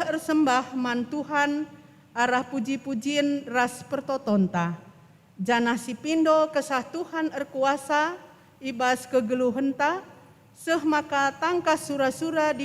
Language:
Batak Karo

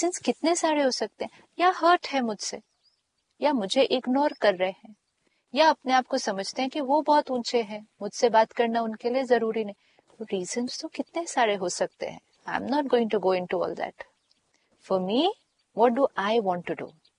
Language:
Hindi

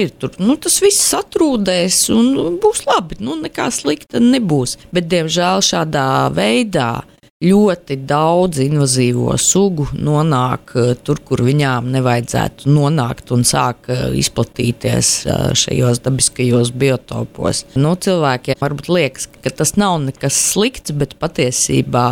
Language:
Latvian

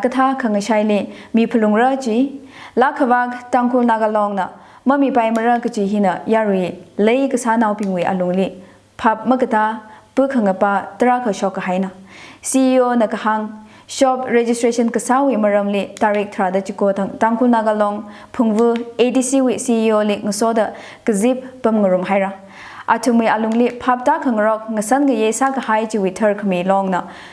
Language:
Tangkhul Naga (India)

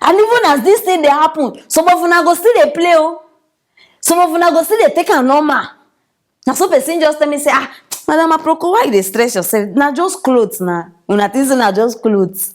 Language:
Nigerian Pidgin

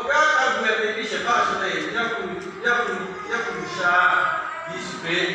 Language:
Lahu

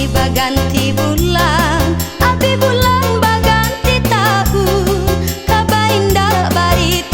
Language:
Minangkabau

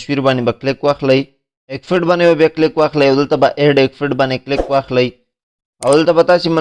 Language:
Pashto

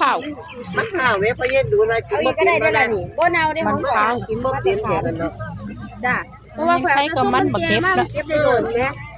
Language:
Northeastern Thai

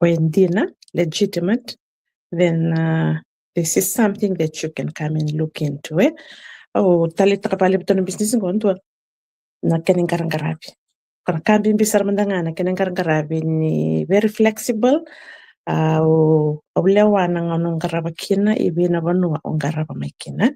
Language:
Fijian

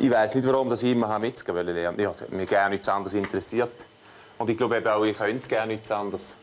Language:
Swiss German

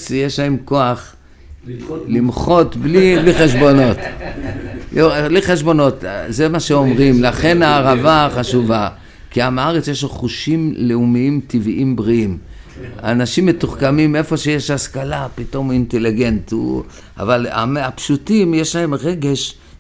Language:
Hebrew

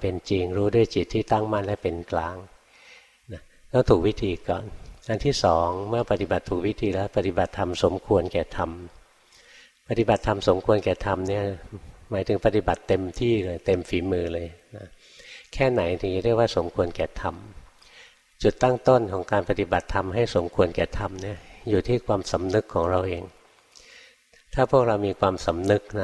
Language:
Thai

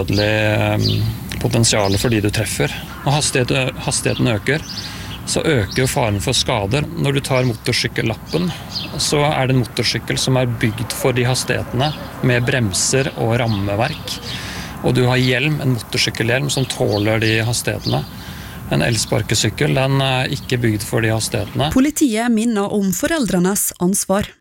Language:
Norwegian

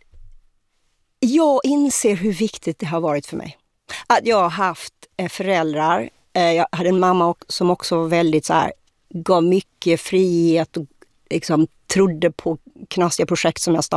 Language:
Swedish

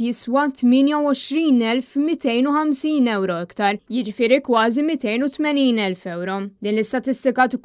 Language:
Maltese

